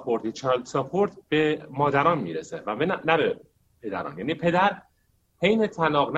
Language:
Persian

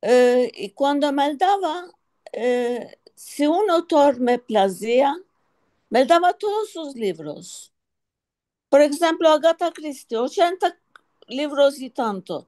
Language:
Ladino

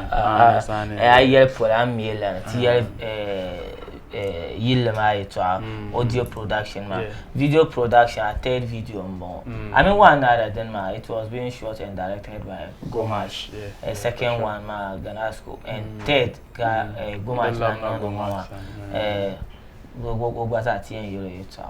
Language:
Dagbani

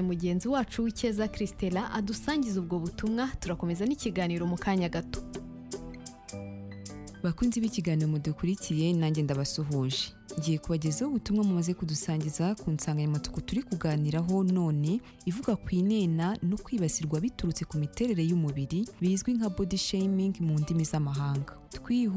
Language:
Kinyarwanda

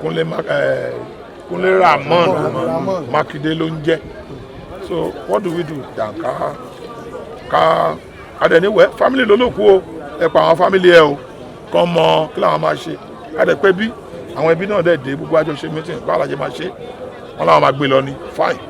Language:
Yoruba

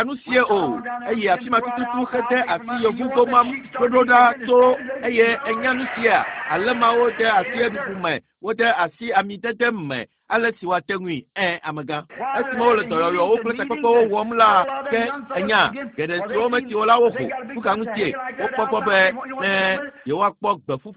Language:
Ewe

